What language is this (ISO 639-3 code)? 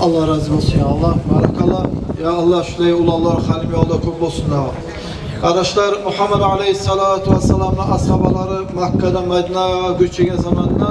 kum